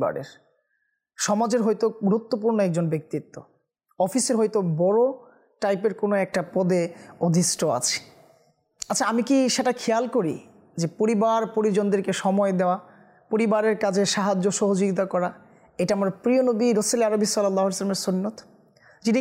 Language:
Bangla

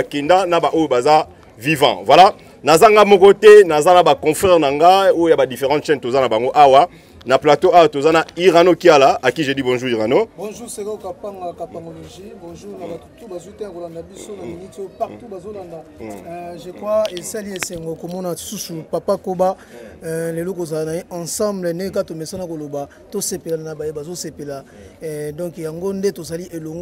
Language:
Lingala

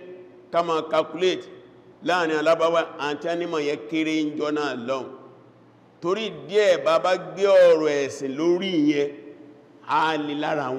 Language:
Yoruba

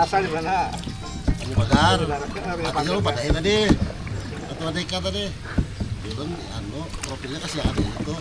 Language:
Banjar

